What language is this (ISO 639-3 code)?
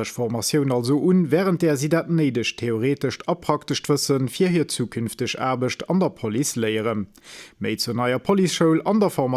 ltz